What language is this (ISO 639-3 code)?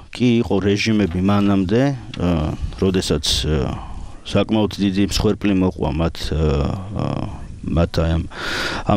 kat